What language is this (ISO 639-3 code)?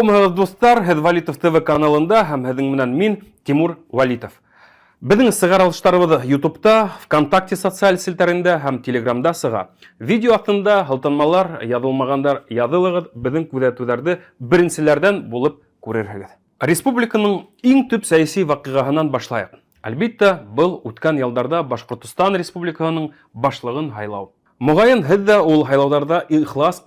bak